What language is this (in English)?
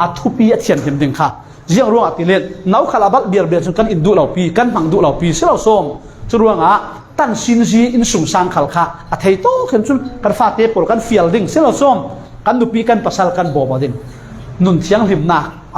Falam Chin